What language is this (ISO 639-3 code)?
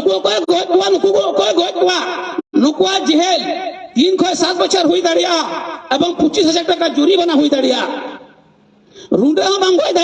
sat